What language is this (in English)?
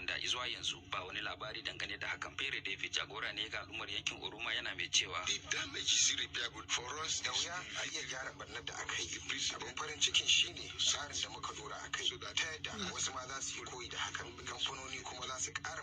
Hausa